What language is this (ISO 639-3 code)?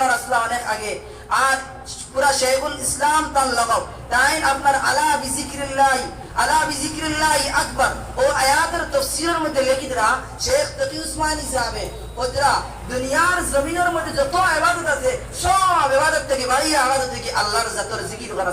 syl